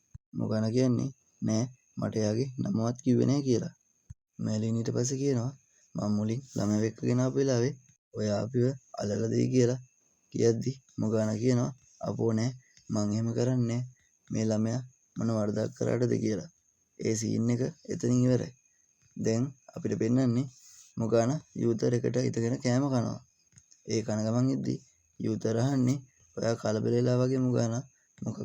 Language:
Sinhala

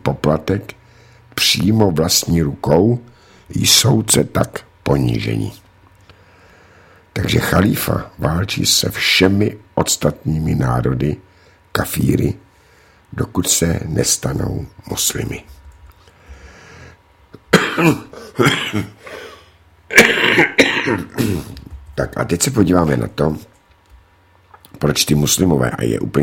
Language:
Czech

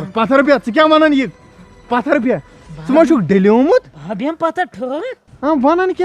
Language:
Kashmiri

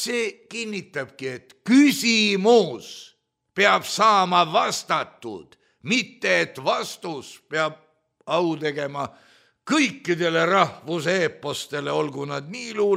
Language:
Estonian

